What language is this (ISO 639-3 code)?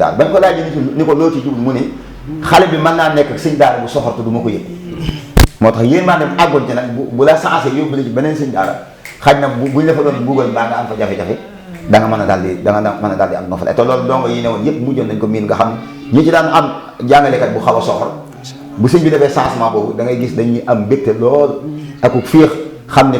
wol